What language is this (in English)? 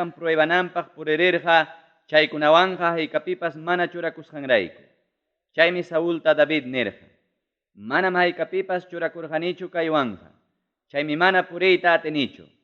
Ayacucho Quechua